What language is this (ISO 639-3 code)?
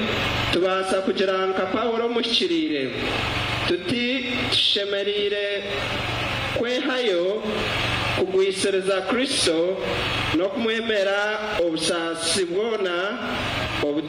nyn